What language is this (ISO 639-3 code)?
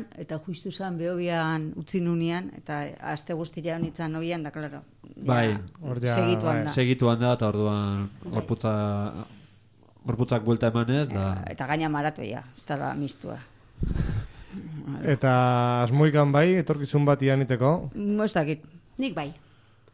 eus